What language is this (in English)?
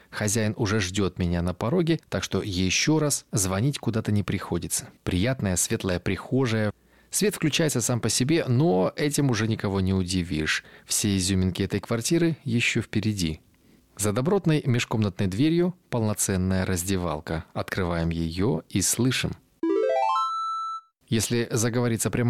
Russian